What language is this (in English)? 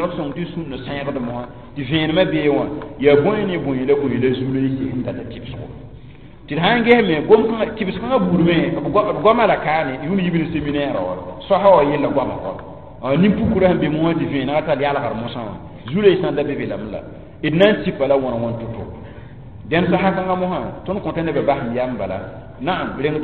Mossi